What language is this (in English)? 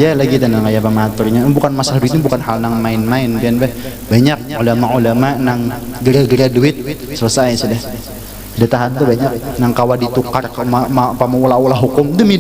Banjar